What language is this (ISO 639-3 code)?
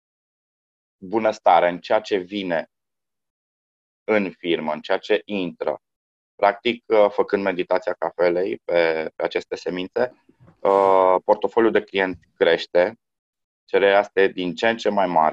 ron